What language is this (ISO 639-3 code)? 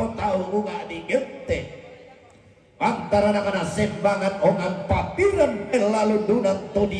sda